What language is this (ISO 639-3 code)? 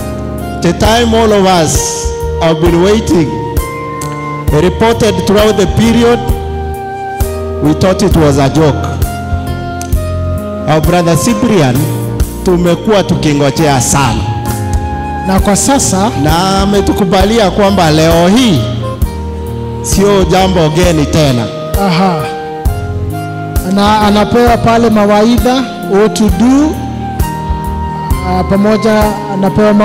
swa